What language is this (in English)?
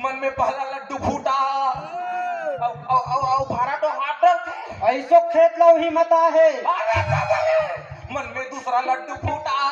Chhattisgarhi